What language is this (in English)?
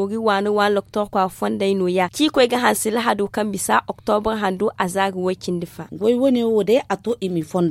Zarma